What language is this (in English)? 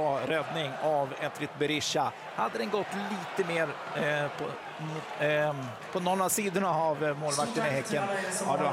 Swedish